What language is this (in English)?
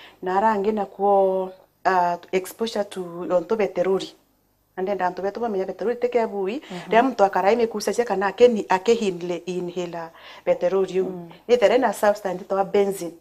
Meru